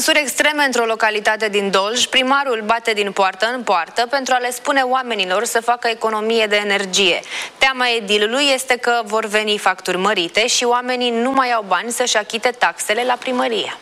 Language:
Romanian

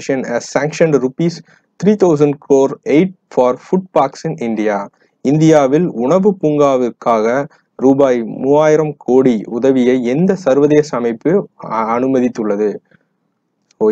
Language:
Tamil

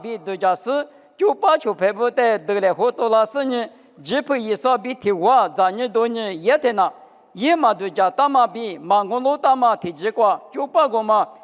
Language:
Lisu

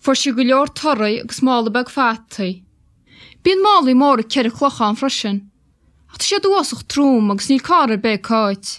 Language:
Albanian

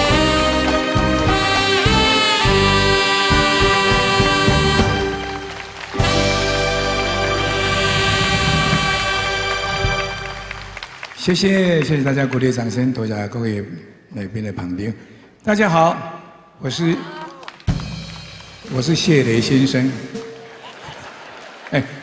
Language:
Chinese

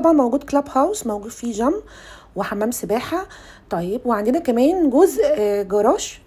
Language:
Egyptian Arabic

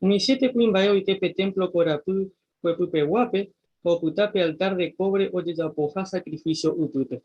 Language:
Guarani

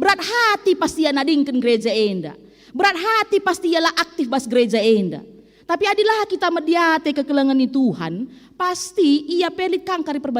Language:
Batak Karo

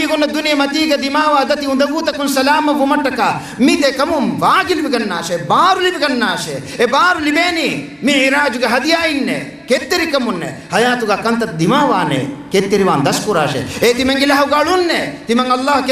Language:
Divehi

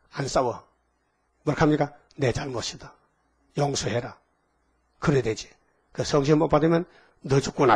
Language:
Korean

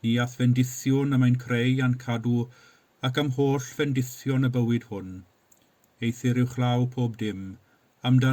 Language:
Welsh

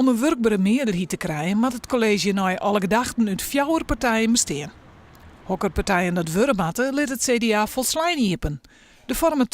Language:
Western Frisian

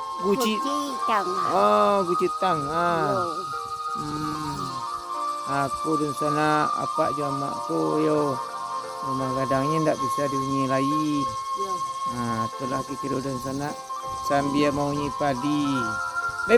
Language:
Minangkabau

